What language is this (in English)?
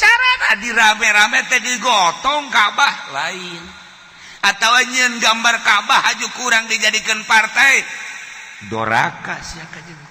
Sundanese